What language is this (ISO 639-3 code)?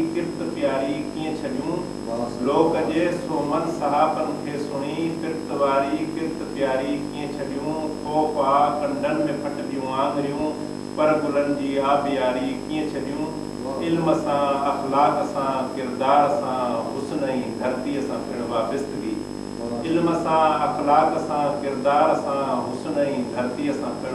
snd